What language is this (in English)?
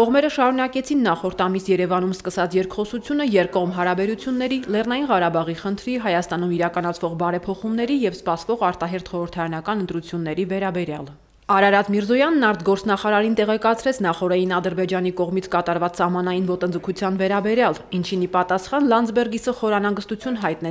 Armenian